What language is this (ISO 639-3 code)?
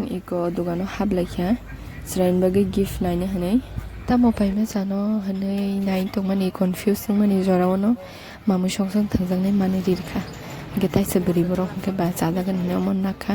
trp